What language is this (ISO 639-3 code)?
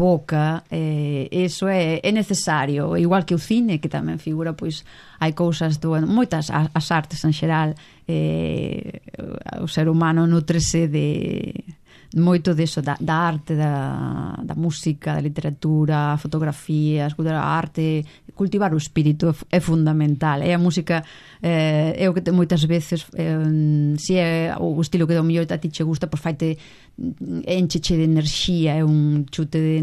glg